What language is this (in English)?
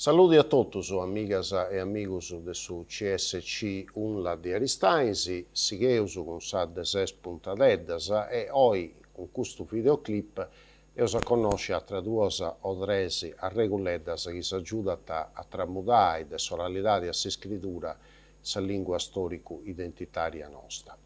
Sardinian